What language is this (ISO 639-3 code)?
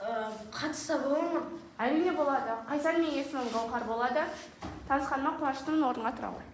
kaz